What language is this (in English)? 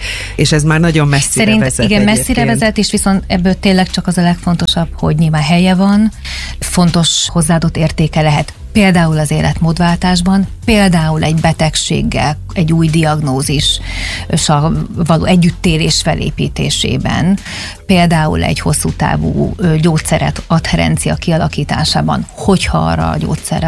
Hungarian